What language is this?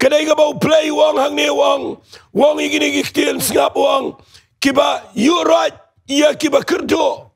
Khasi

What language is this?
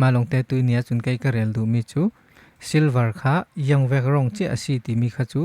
Falam Chin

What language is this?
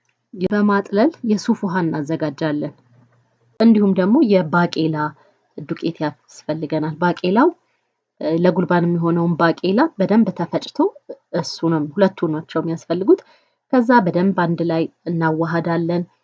Amharic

